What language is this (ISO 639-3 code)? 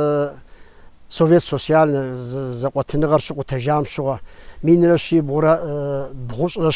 kbd